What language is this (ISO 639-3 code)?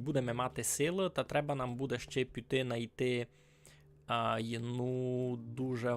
rue